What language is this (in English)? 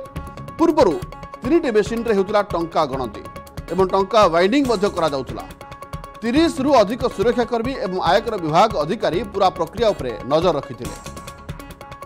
Odia